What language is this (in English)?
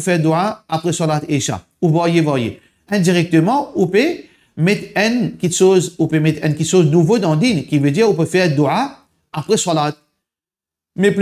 Morisyen